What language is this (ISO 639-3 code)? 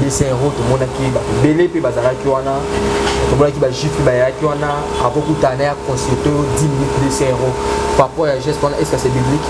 lin